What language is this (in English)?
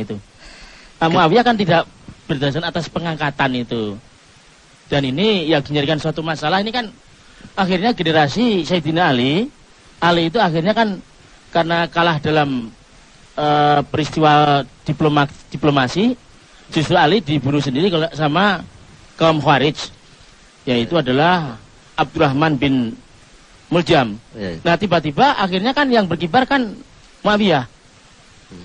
Indonesian